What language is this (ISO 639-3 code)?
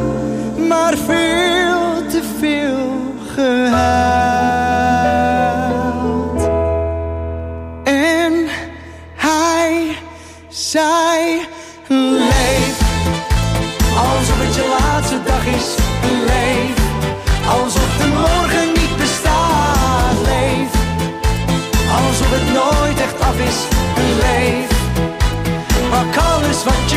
nld